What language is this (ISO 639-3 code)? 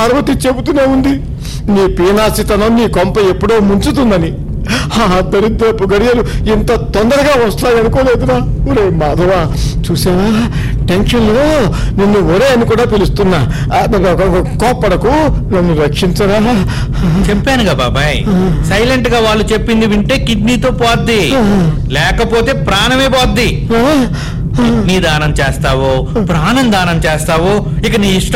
tel